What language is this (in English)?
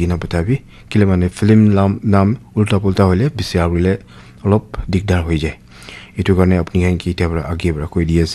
Naga Pidgin